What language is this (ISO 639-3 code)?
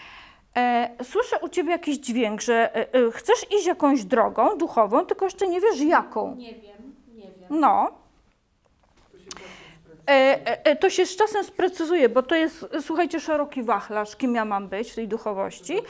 pol